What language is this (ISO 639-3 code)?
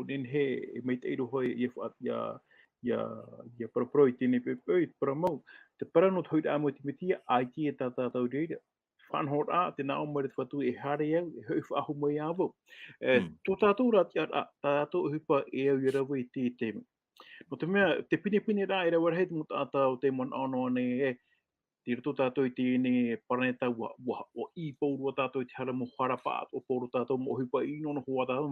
tah